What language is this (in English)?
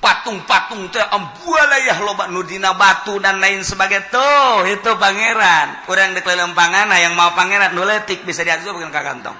Sundanese